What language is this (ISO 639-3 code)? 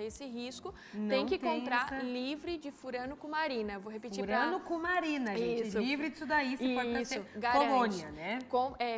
por